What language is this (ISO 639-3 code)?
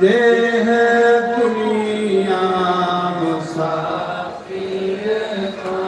doi